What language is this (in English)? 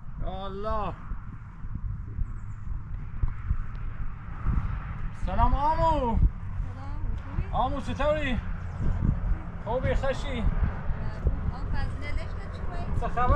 Persian